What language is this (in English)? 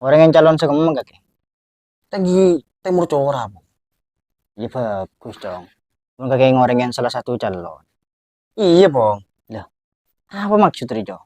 Madurese